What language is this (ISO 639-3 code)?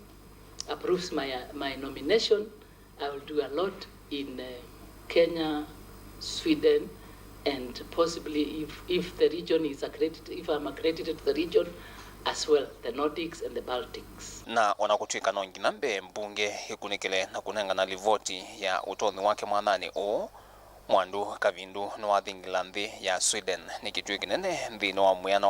kam